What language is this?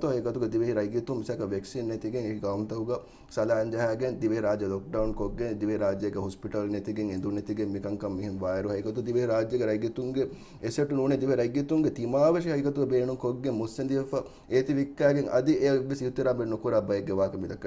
Divehi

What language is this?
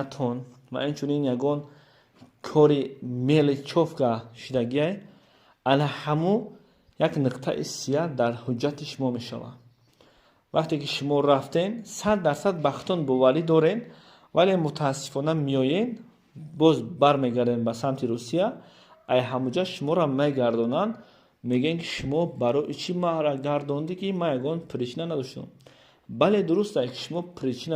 Tajik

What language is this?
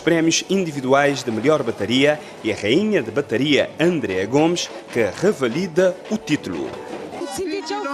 Kabuverdianu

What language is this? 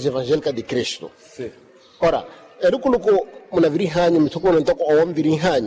Makhuwa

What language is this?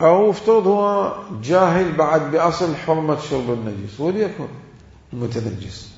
Mesopotamian Arabic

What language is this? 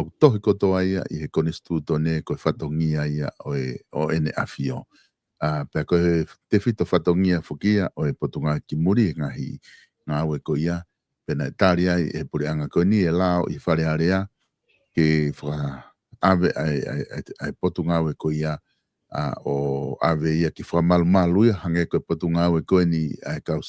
Tongan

